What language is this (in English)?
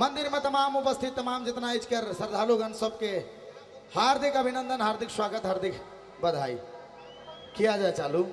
Sadri